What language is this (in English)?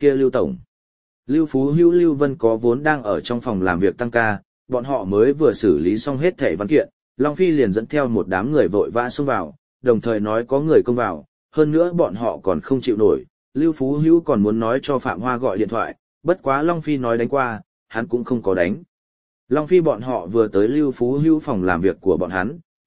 Vietnamese